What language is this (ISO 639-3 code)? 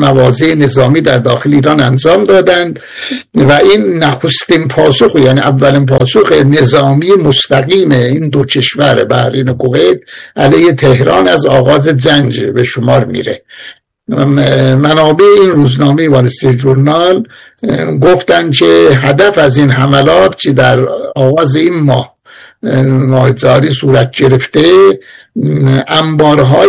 fas